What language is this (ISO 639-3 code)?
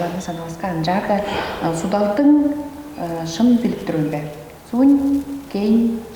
tyv